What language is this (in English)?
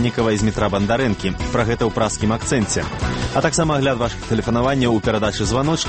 Belarusian